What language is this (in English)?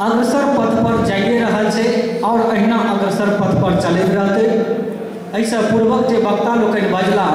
Maithili